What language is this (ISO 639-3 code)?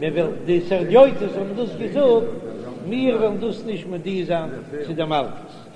yid